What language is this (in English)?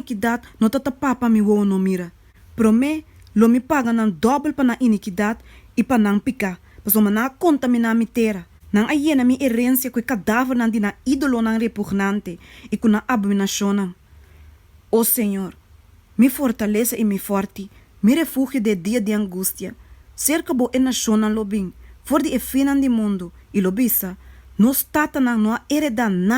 Papiamento